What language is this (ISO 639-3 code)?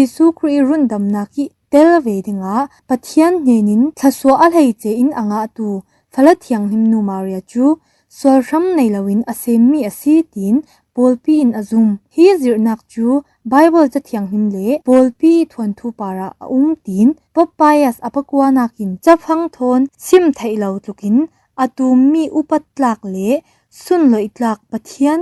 cfm